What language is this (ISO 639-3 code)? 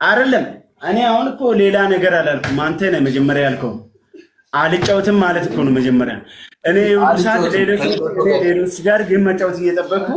amh